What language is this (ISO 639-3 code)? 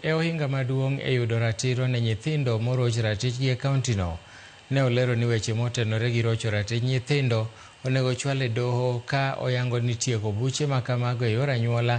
luo